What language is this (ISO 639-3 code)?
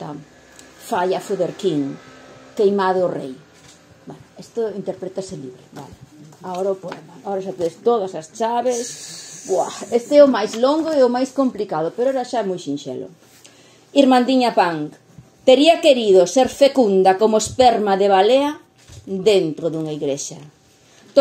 glg